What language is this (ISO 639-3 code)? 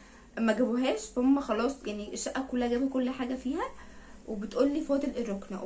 arz